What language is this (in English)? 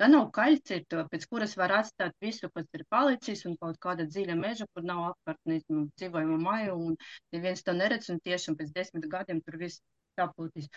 Latvian